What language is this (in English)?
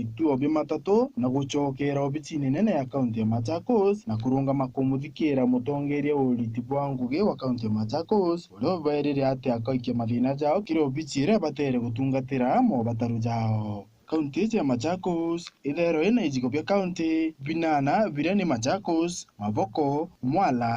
Meru